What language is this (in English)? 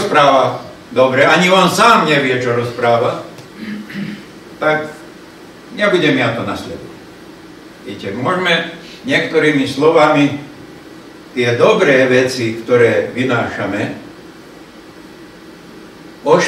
Slovak